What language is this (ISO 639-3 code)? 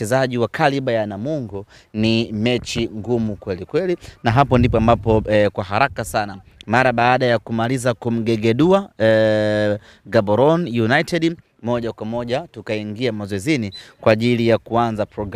swa